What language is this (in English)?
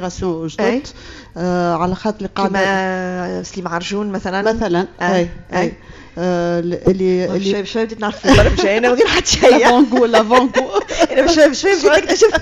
Tunisian Arabic